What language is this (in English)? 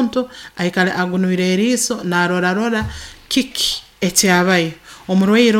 Nyoro